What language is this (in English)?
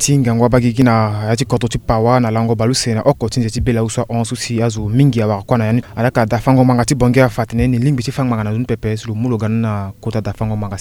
Sango